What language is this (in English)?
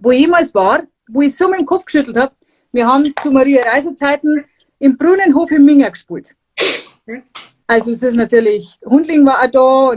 Bavarian